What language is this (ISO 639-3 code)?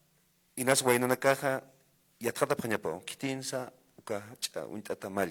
aym